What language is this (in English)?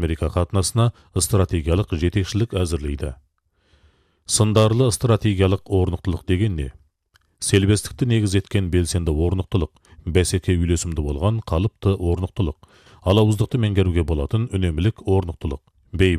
Kazakh